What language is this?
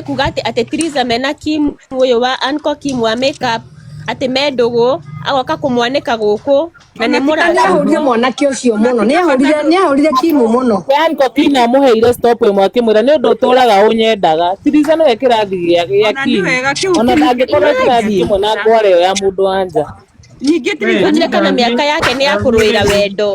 Kikuyu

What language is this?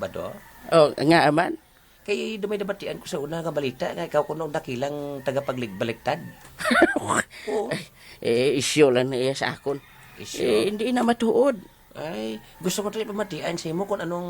Hiligaynon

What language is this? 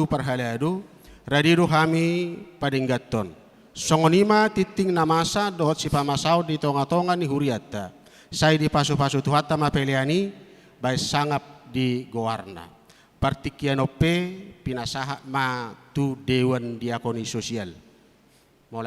Batak Toba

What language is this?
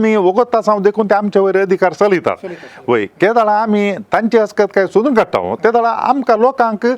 Konkani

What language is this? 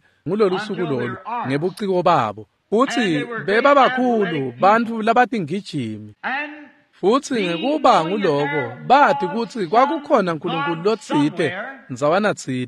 Swati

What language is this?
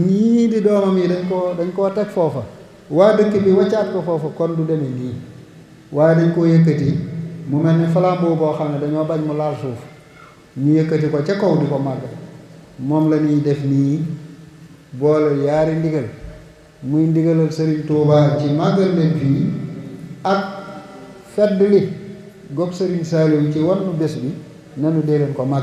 Wolof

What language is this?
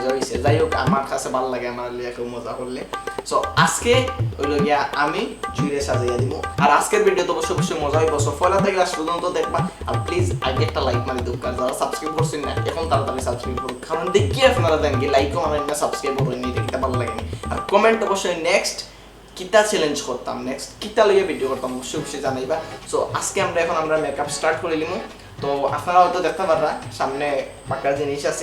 Sylheti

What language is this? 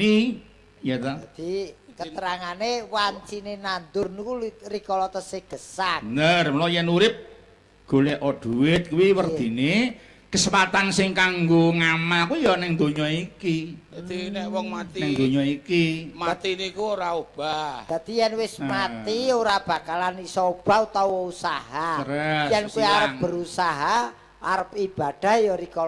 Javanese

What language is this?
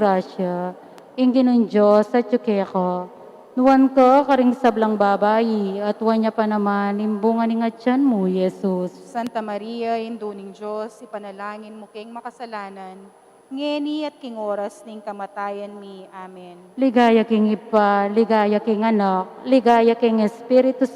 Pampanga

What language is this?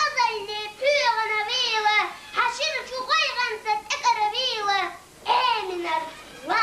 Chechen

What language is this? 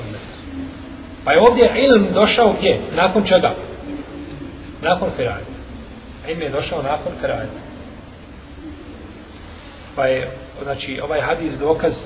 Bosnian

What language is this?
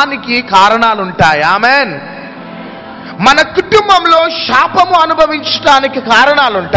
Telugu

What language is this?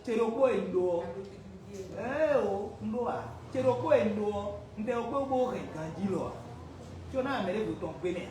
Fon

